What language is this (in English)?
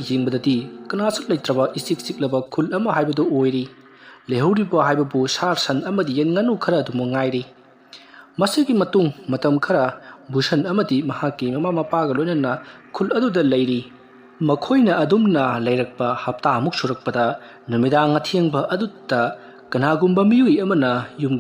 Manipuri